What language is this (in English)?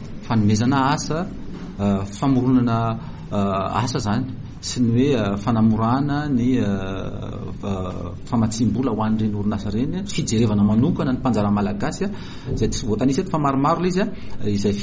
Malagasy